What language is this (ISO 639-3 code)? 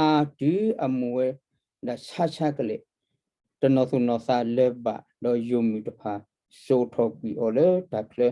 ksw